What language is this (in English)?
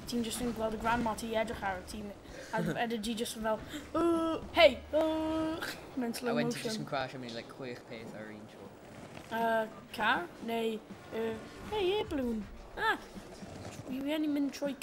Welsh